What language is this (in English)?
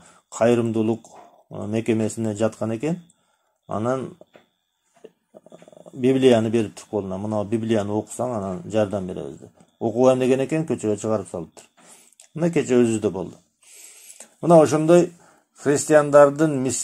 Kyrgyz